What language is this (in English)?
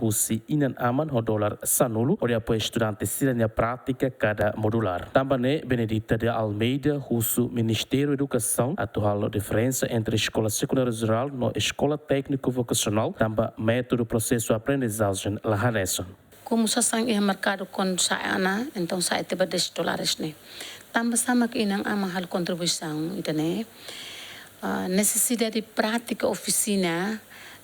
Tetum